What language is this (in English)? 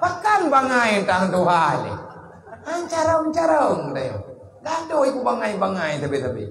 Achinese